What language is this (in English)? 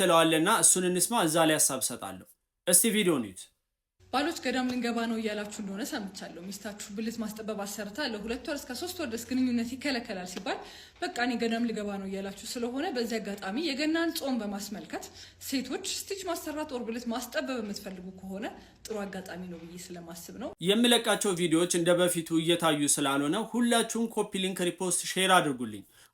Amharic